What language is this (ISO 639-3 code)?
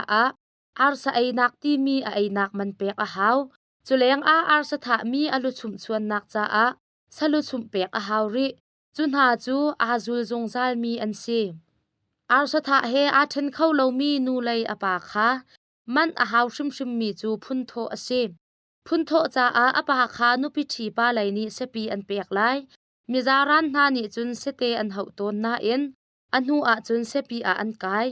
cnh